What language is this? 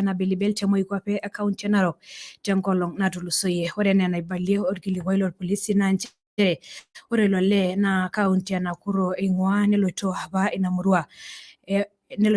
Masai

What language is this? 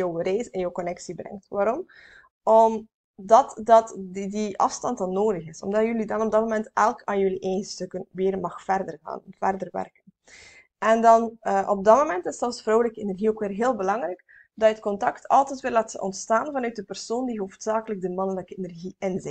Dutch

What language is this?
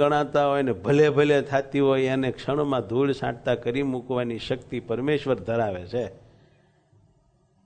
Gujarati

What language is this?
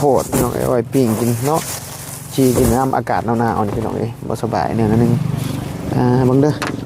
Northeastern Thai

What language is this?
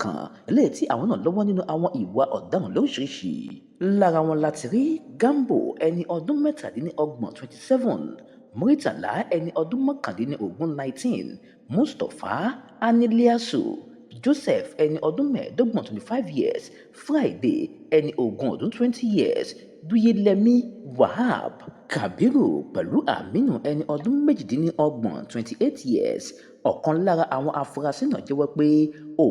Yoruba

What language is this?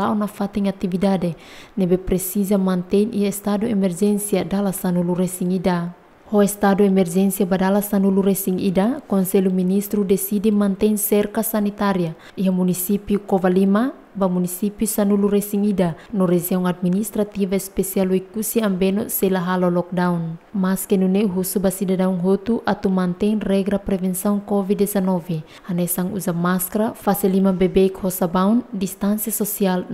Tetum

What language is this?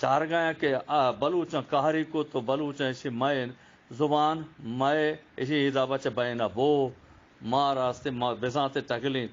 Eastern Balochi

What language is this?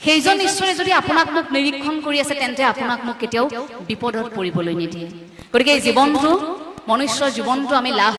Assamese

